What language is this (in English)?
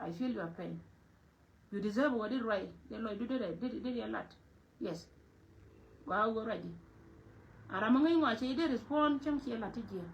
Nuer